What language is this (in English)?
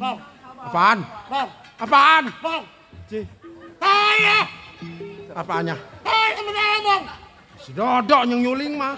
Betawi